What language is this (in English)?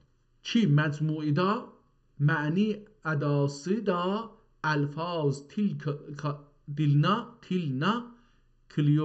South Azerbaijani